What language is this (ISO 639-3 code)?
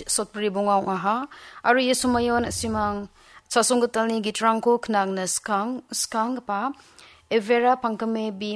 grt